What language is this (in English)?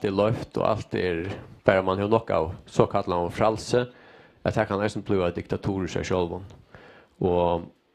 Faroese